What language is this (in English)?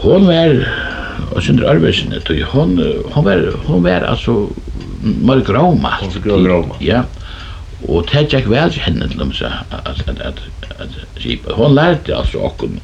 Faroese